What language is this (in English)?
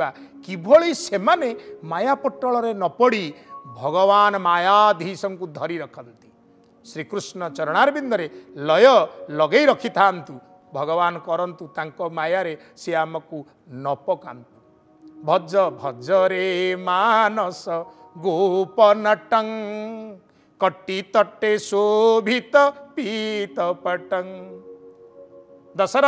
Odia